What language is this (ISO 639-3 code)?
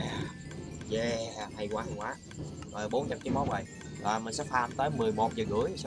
vie